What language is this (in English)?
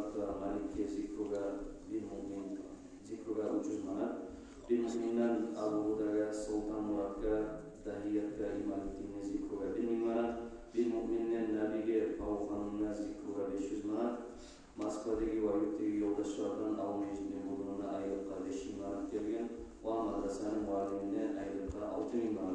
Kumyk